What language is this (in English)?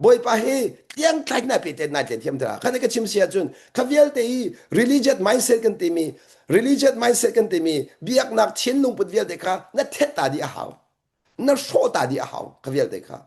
Hakha Chin